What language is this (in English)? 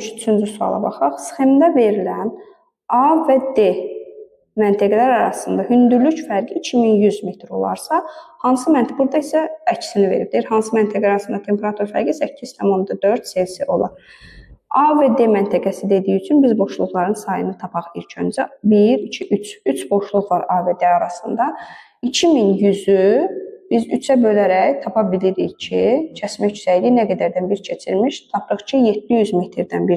Azerbaijani